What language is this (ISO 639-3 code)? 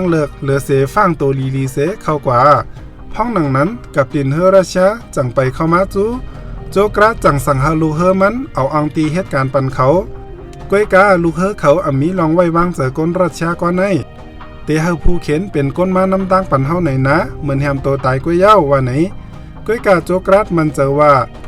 shn